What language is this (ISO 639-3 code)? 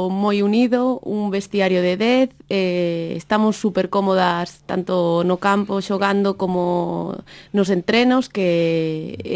glg